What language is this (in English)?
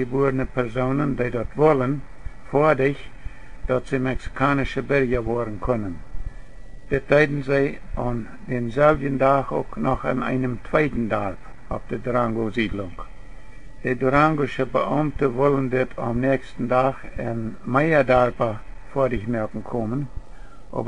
Plautdietsch